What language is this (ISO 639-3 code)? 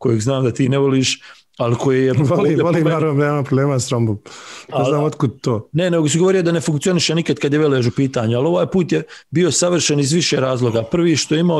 bos